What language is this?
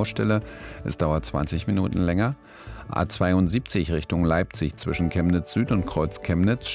German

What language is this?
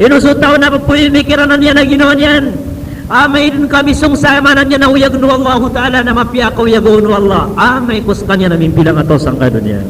Maranao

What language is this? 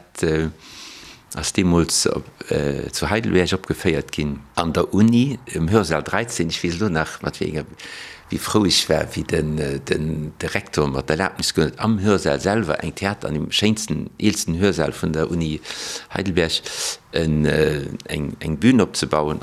Luxembourgish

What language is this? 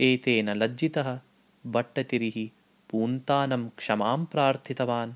Sanskrit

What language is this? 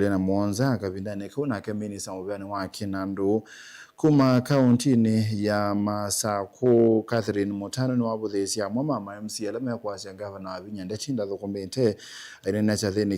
Kamba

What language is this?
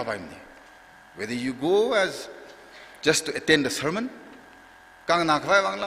Tangkhul Naga (India)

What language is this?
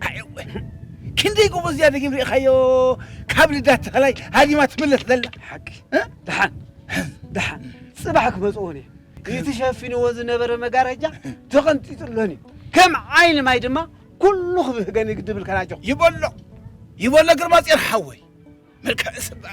Tigrinya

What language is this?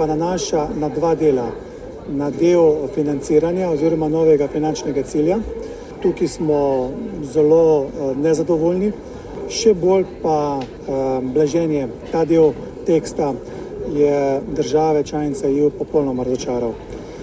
Slovenian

